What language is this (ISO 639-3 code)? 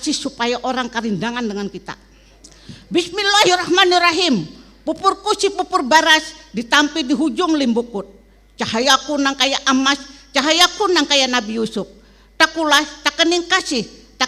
bjn